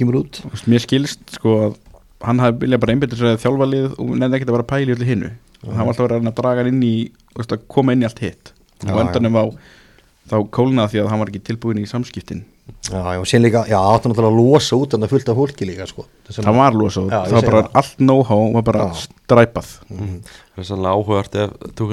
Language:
Icelandic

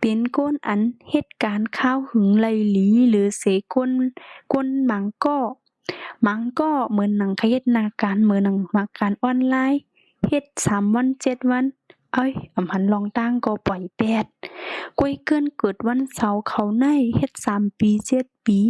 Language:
Shan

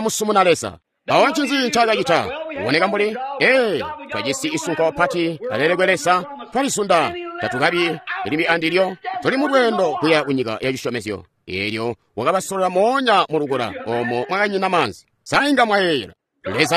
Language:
Tonga (Zambia)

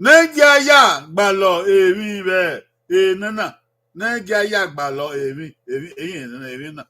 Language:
Bini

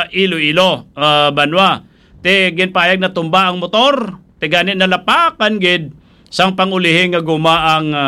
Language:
Hiligaynon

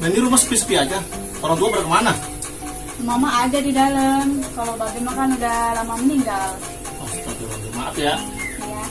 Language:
Betawi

